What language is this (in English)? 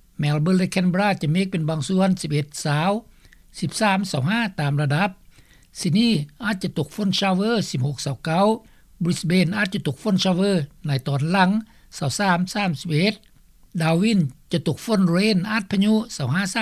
Lao